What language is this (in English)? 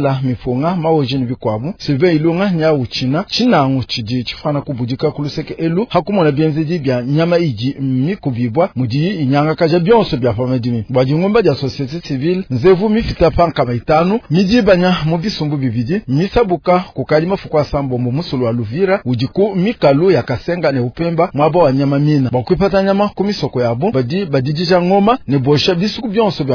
Luba-Lulua